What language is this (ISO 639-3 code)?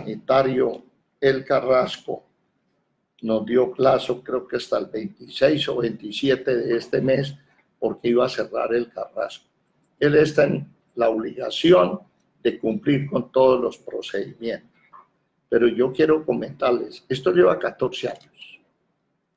spa